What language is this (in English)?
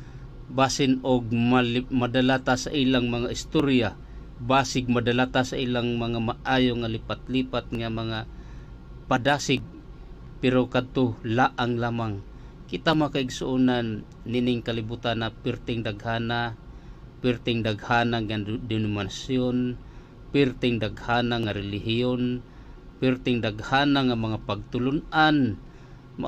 Cebuano